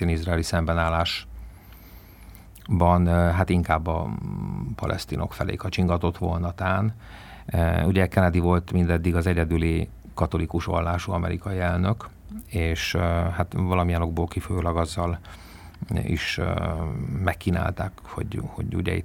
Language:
Hungarian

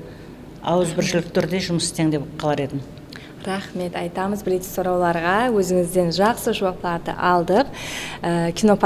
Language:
Kara-Kalpak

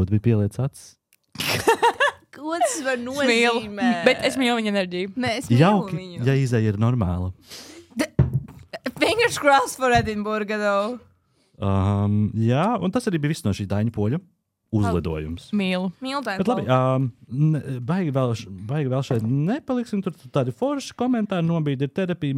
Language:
Latvian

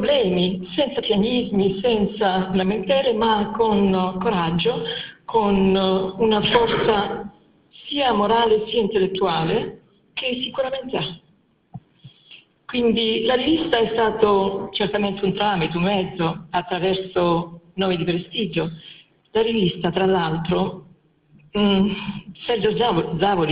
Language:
Italian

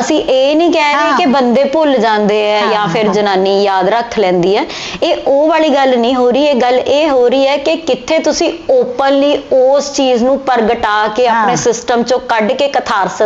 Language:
Punjabi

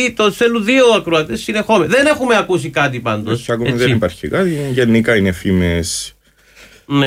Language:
Greek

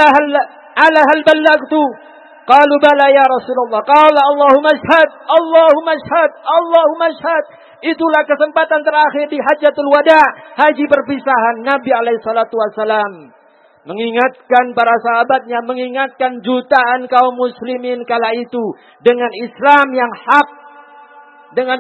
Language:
Indonesian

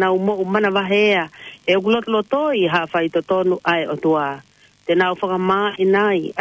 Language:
Tongan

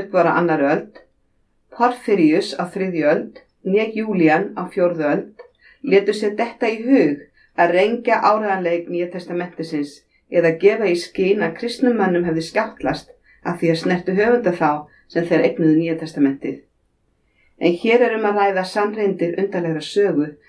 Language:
Icelandic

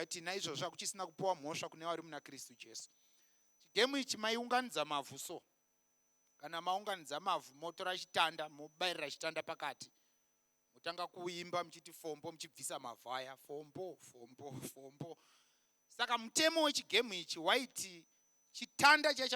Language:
Shona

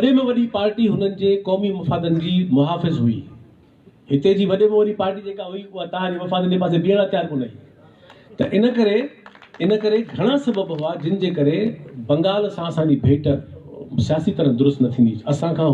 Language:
Sindhi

